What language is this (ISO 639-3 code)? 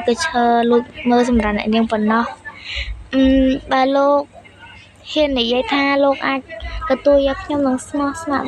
khm